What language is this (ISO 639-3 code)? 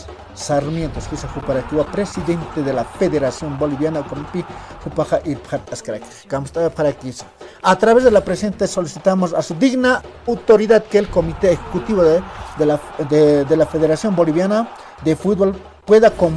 aym